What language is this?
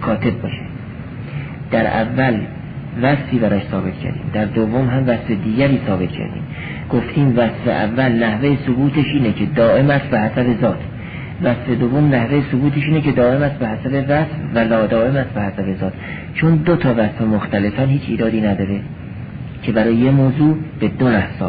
Persian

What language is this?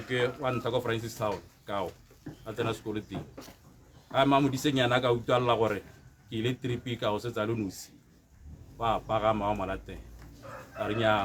Tswana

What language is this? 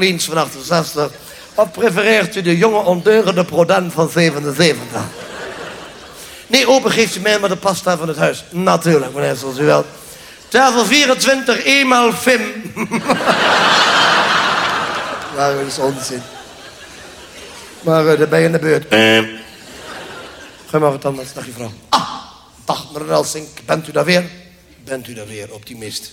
Dutch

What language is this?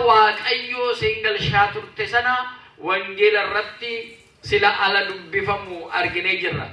Oromo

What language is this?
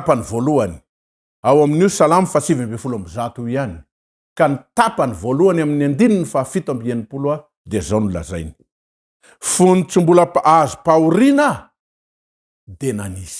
Malagasy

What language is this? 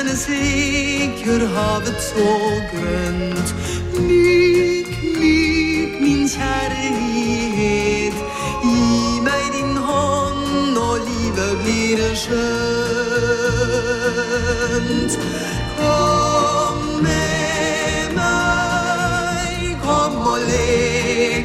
Norwegian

